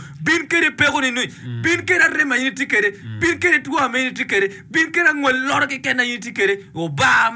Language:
Acoli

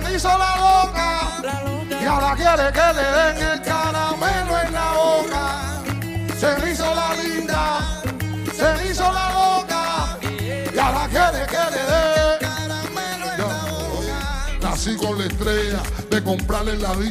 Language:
Spanish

